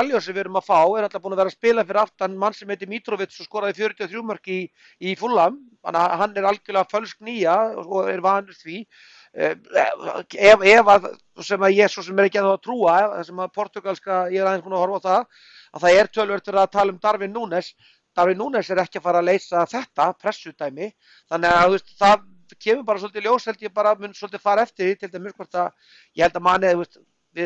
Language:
Icelandic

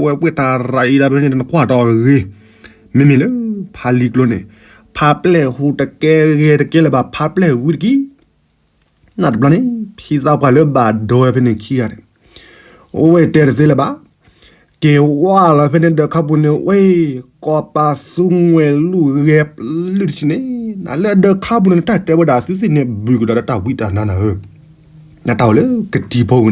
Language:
S'gaw Karen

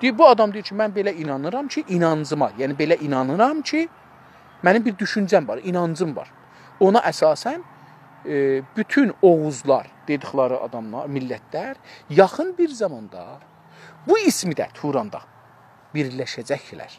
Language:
South Azerbaijani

